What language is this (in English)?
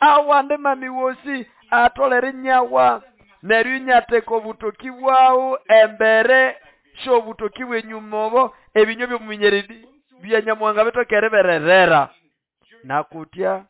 Nande